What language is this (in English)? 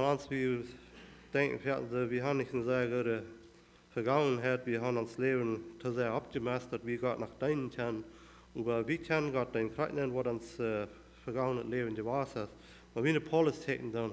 Plautdietsch